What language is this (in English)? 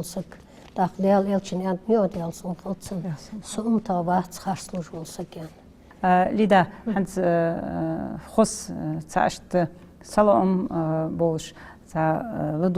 Ingush